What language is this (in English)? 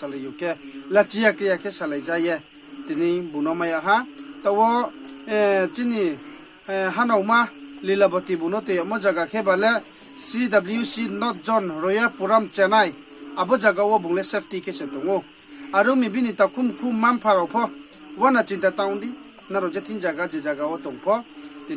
Riang (India)